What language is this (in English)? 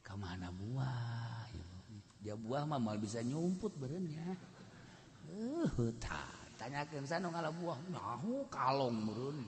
Sundanese